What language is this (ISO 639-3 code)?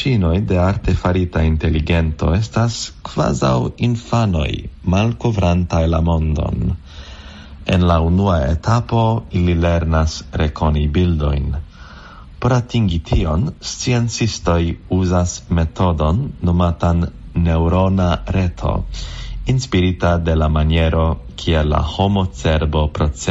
epo